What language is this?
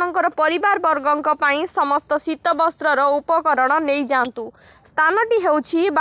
Odia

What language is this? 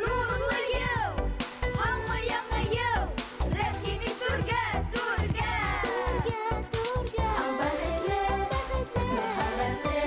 Bashkir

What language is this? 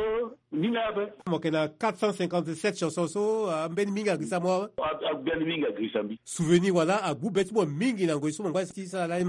Sango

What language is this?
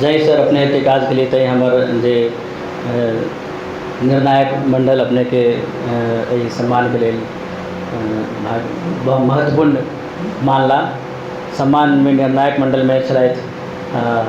Maithili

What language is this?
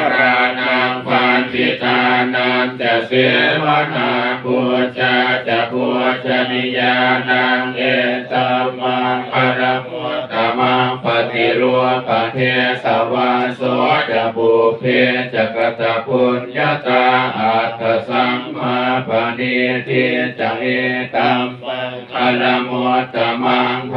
Pali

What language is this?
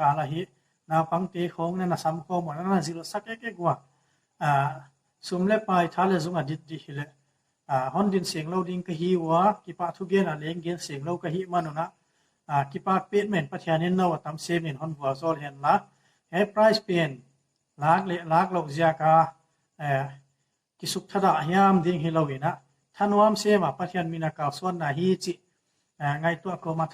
Paite Chin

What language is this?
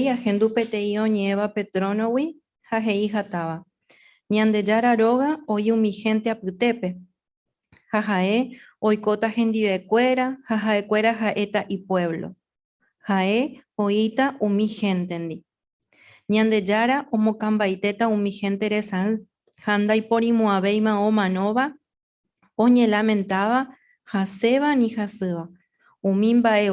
Guarani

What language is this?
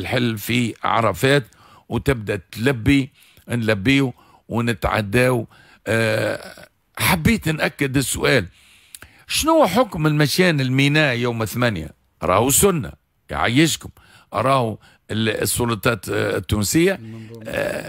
Tunisian Arabic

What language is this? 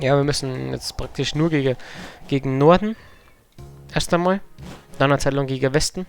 Bavarian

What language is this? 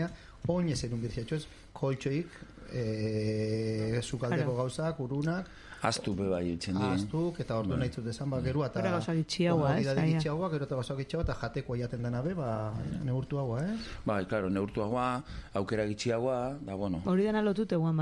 Basque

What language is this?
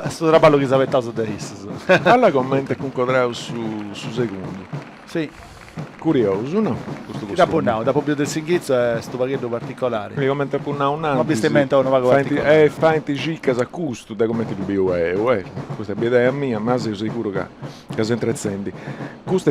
Sardinian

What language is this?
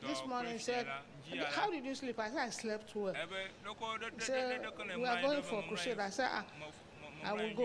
Ewe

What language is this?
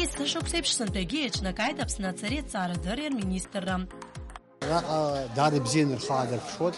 Abkhazian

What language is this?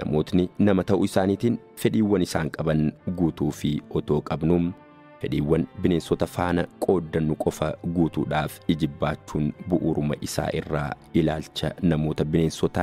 Oromo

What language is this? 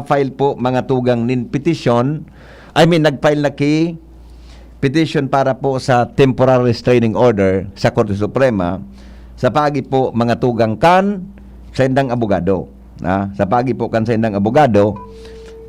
Bikol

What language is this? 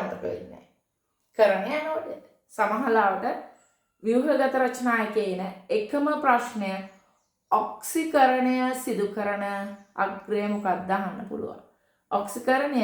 Sinhala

